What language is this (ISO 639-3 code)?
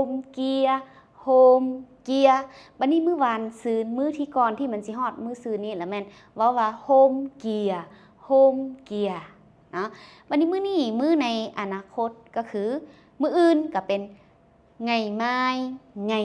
lao